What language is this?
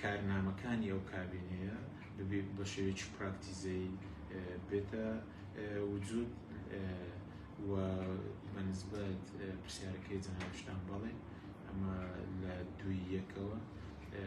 Central Kurdish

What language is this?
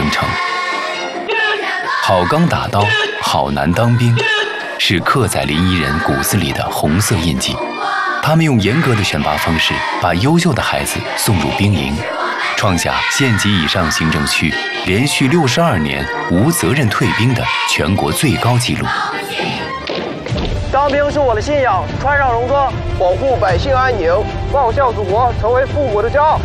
Chinese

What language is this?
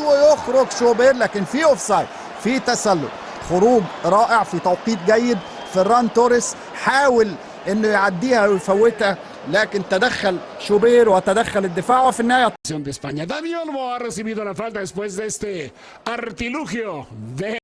Egyptian Arabic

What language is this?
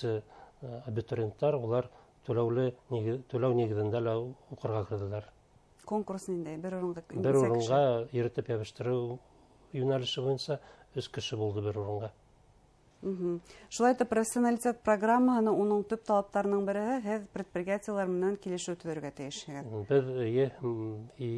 Bashkir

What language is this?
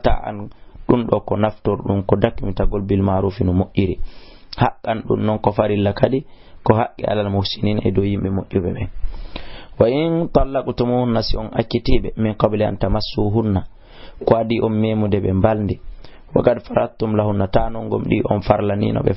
Fula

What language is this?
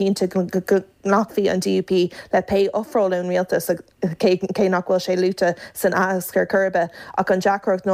Irish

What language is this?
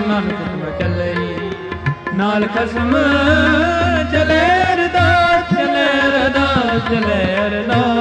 Punjabi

